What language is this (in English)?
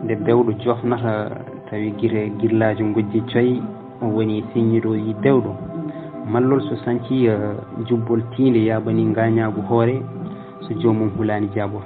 Fula